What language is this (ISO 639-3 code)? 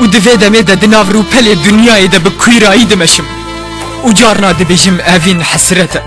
kur